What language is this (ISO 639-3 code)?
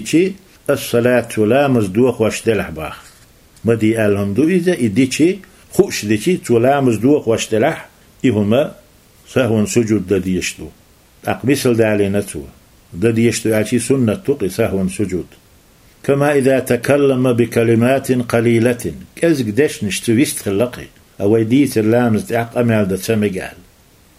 che